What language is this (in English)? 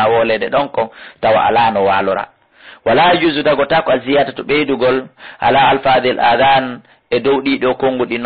Fula